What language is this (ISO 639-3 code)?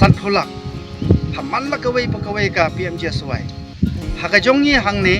kha